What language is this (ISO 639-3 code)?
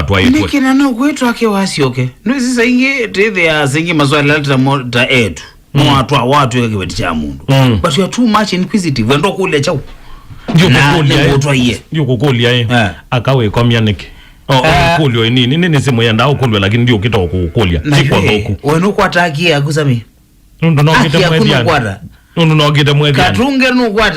kam